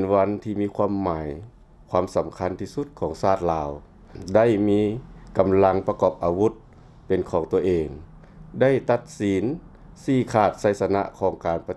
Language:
Lao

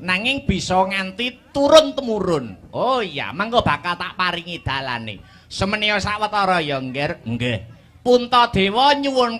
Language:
Javanese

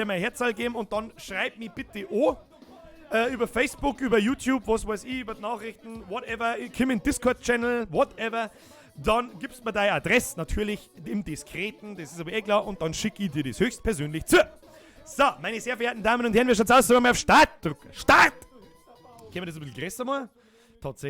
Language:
Bavarian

